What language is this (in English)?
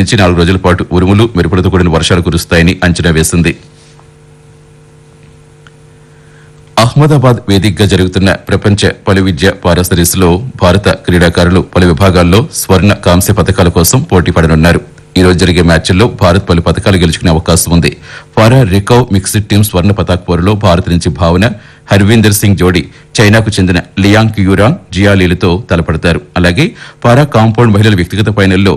Telugu